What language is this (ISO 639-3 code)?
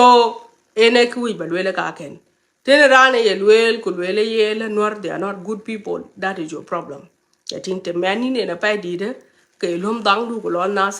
nus